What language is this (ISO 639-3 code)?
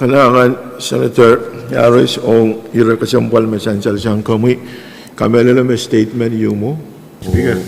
pon